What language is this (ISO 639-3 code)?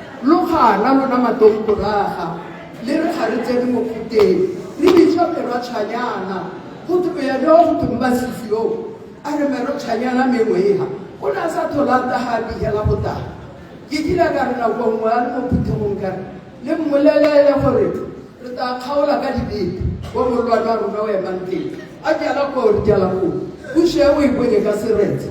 tsn